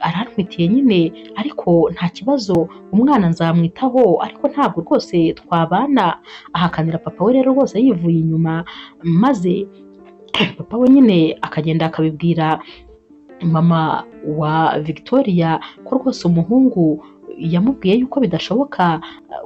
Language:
Kinyarwanda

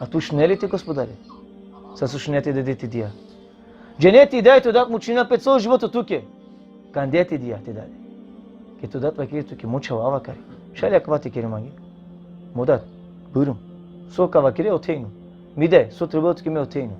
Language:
Balkan Romani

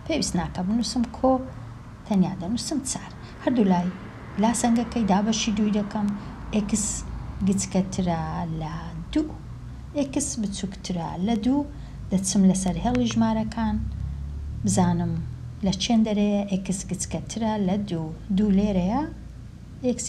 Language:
Central Kurdish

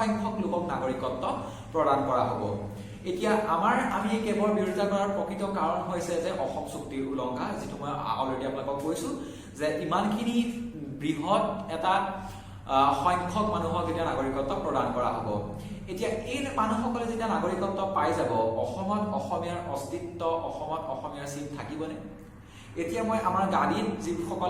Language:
Assamese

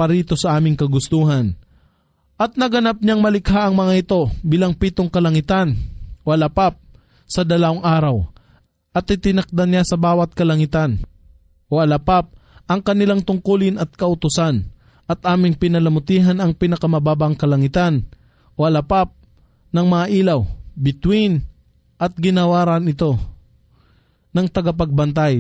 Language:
Filipino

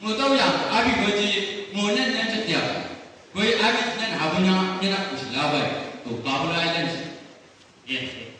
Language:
Chang Naga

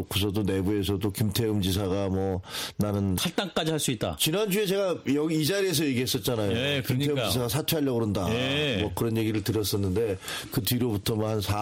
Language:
Korean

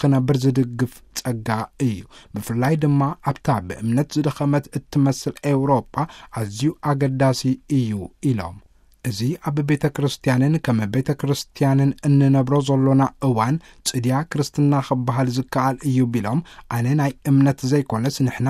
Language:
Tigrinya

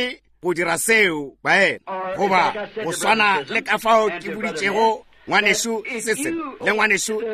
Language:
Northern Sotho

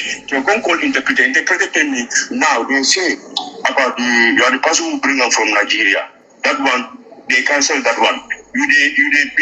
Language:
Nigerian Pidgin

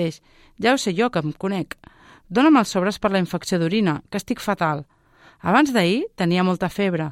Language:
Catalan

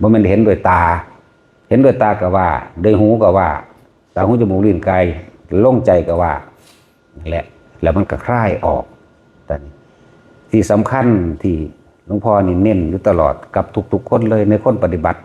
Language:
Northeastern Thai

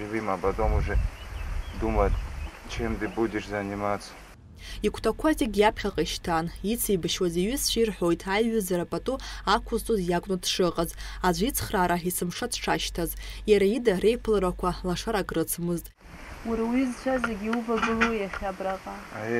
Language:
Abkhazian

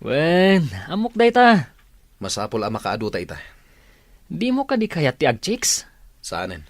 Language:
Iloko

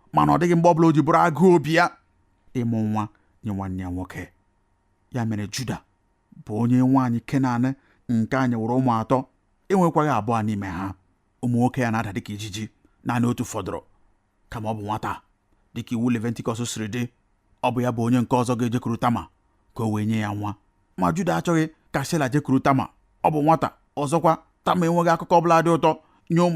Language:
Igbo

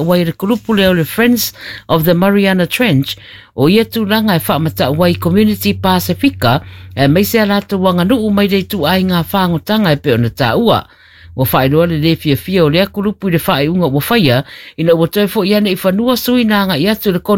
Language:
Samoan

